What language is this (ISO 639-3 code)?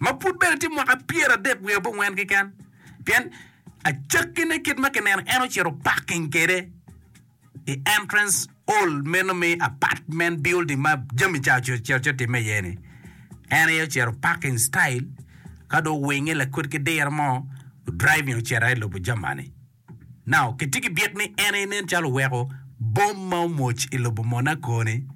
ach